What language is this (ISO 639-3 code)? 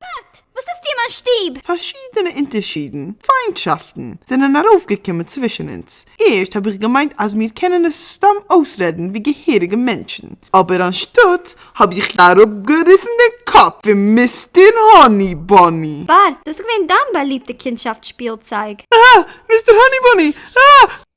yid